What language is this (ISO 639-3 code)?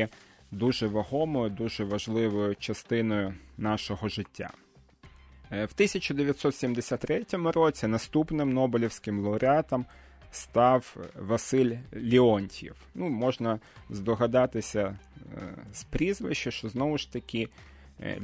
ukr